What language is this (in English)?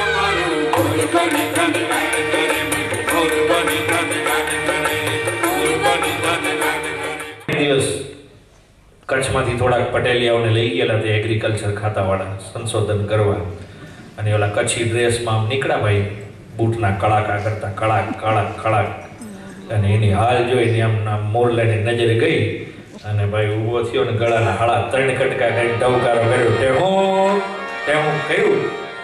Gujarati